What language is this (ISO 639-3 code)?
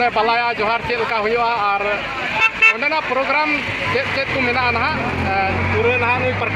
sat